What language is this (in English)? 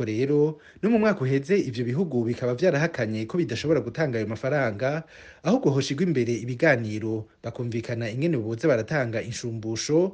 Rundi